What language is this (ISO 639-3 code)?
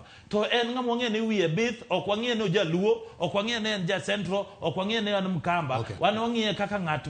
luo